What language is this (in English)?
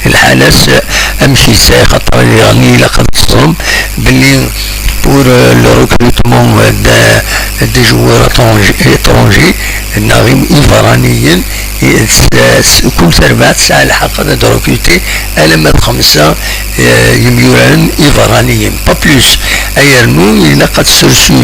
Kabyle